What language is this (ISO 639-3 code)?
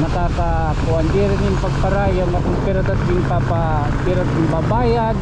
war